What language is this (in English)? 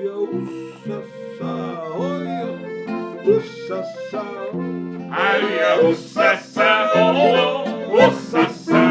Bavarian